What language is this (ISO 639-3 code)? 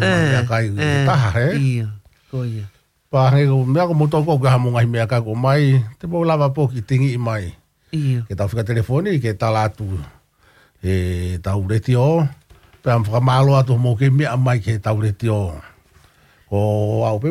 ton